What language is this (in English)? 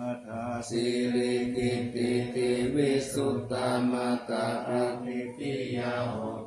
Pali